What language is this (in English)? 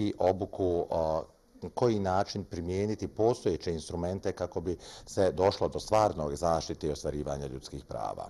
Bosnian